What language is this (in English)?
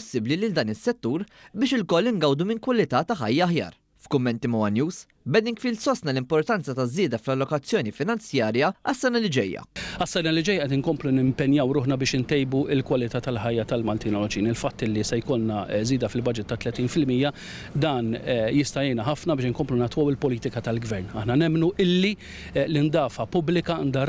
Maltese